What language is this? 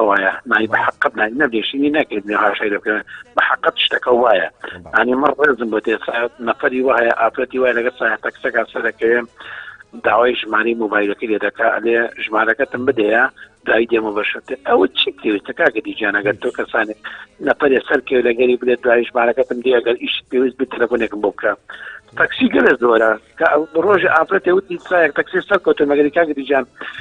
Central Kurdish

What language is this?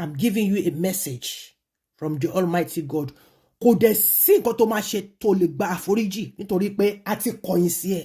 Yoruba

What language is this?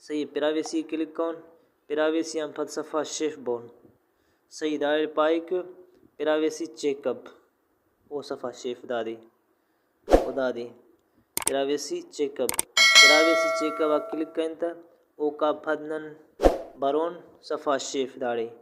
Brahui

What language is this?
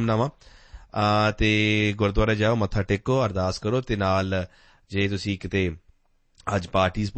Punjabi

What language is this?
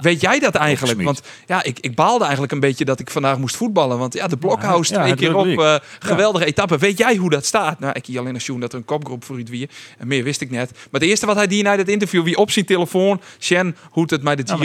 Western Frisian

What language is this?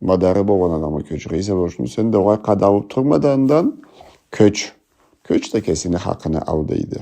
Karachay-Balkar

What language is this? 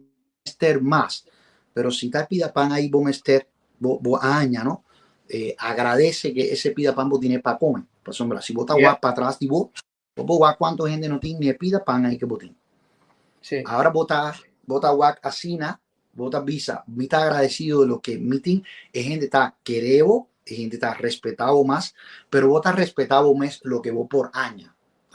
Papiamento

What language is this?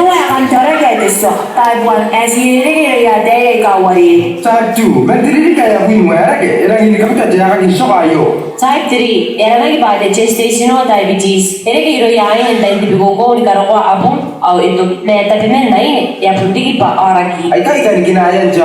Gilbertese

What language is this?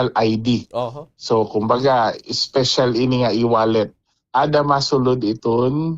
Waray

